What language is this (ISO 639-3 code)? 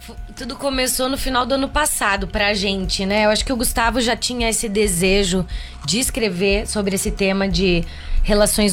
por